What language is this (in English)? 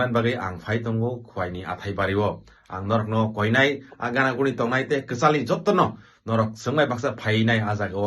Kok Borok